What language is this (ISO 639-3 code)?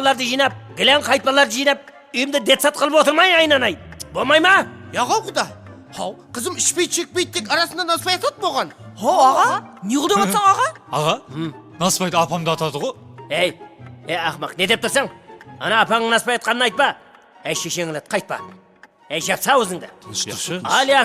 kaa